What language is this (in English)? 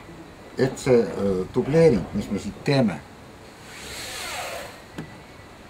Estonian